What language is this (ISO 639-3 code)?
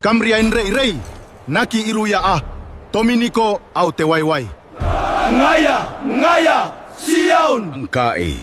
gil